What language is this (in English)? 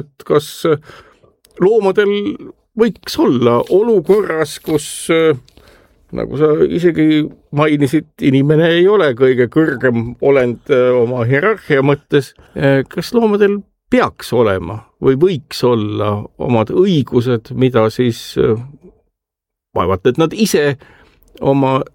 Estonian